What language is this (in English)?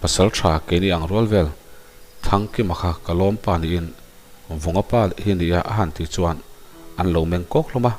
Mizo